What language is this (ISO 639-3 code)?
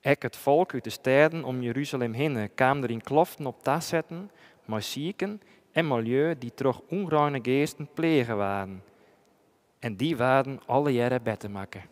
fry